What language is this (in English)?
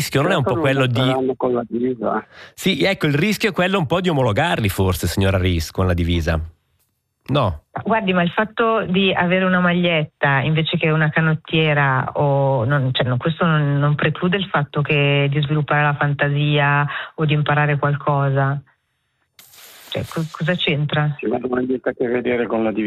Italian